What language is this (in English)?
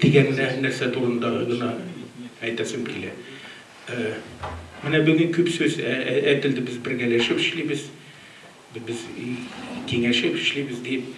Tatar